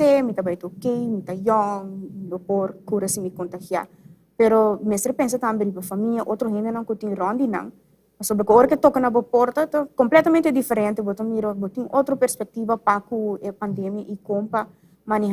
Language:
Papiamento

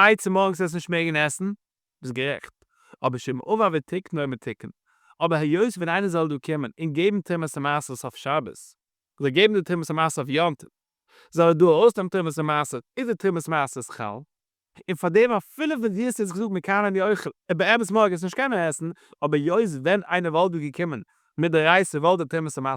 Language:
Yiddish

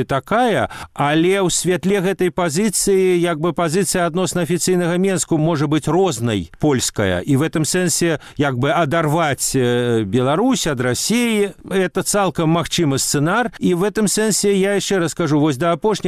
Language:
Belarusian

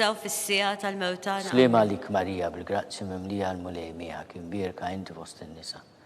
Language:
Maltese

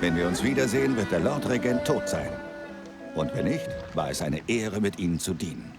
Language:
Bavarian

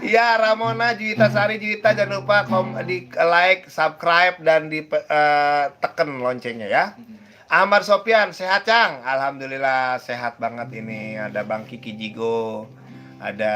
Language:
Betawi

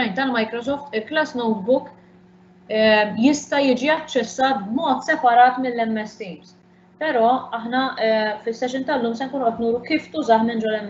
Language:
Maltese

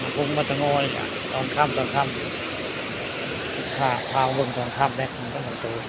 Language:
Northeastern Thai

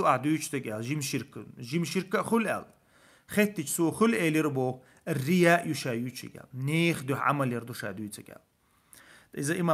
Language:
Chechen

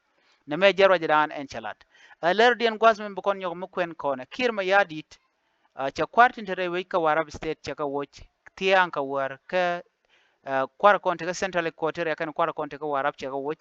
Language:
Nuer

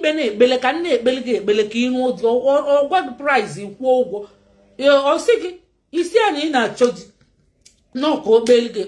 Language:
Igbo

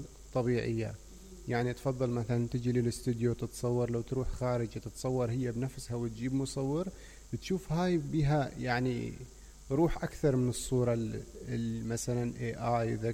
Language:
Mesopotamian Arabic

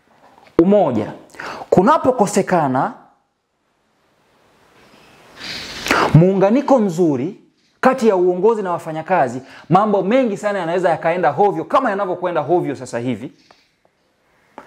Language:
Swahili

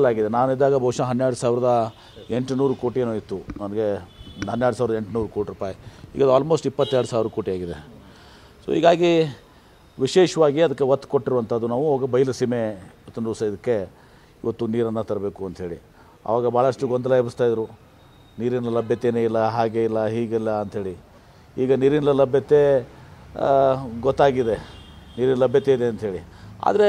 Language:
Kannada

